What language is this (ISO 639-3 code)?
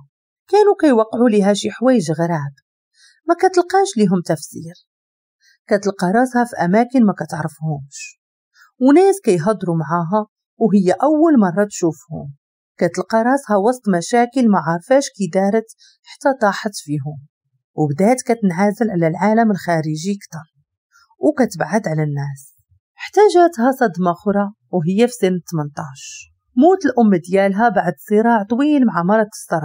ary